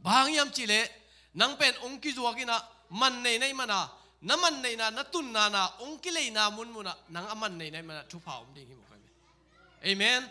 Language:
Tedim Chin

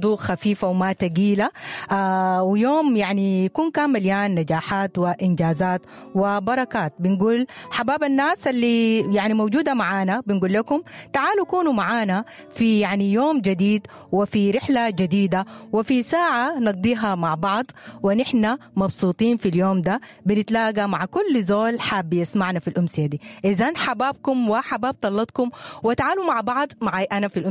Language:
Sudanese Arabic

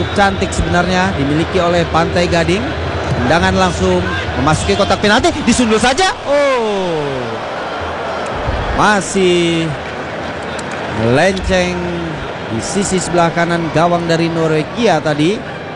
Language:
Indonesian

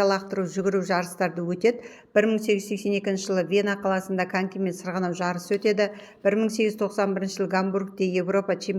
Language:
Kazakh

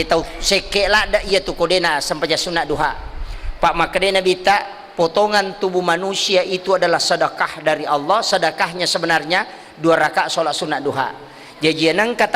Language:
Buginese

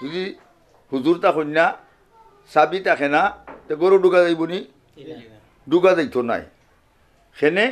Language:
Sylheti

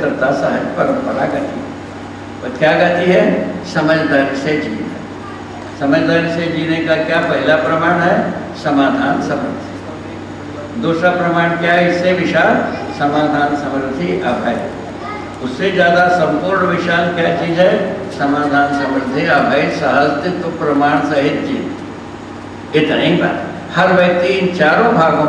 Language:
Hindi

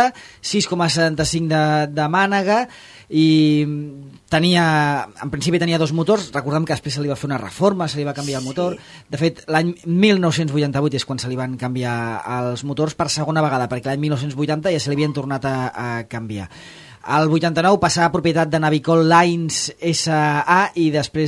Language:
Catalan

